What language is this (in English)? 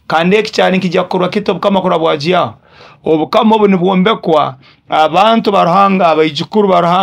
Nyoro